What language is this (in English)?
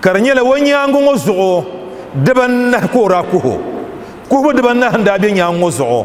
Dagbani